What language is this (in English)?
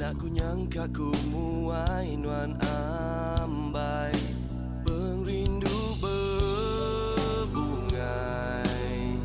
Iban